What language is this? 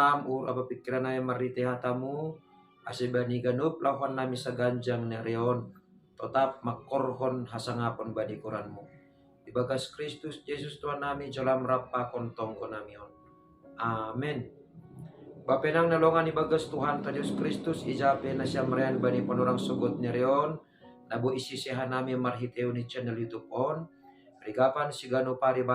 Batak Simalungun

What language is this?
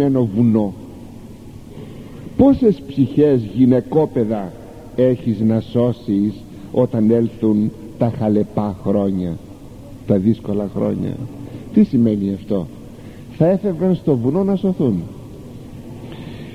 Greek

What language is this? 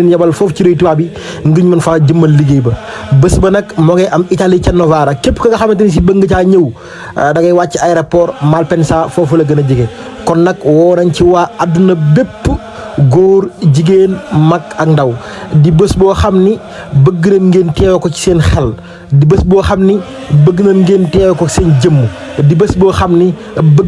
Wolof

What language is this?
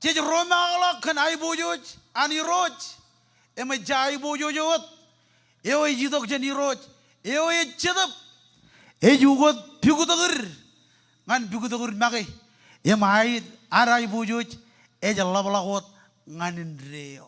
Marshallese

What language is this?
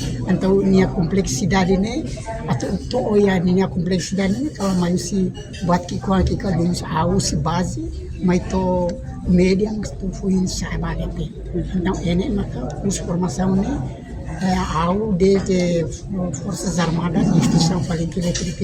Tetum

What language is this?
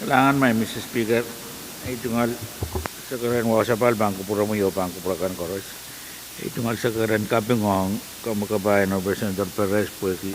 Pohnpeian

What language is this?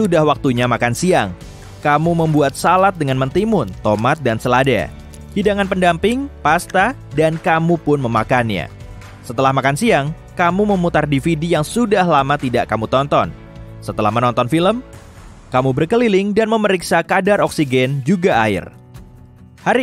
Indonesian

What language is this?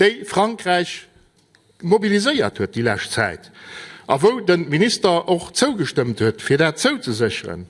Luxembourgish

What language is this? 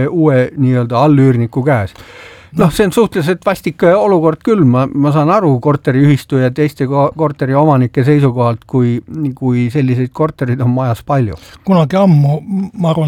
Estonian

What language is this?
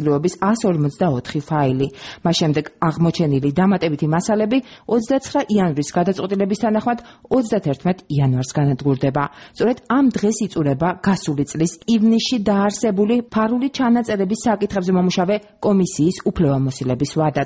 Georgian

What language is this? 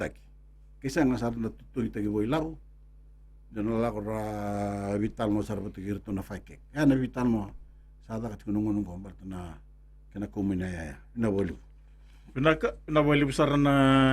Fijian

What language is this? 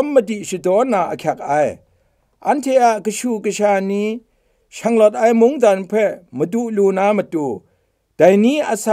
Kachin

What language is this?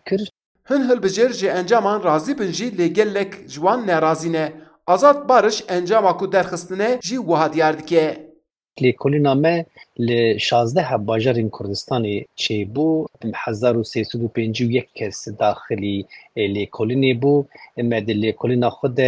Kurdish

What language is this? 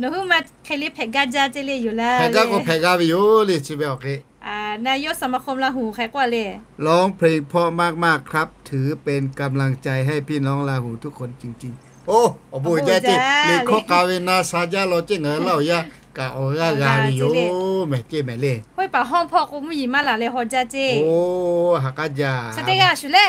Lahu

